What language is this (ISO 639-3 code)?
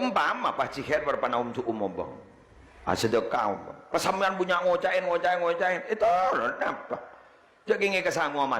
mad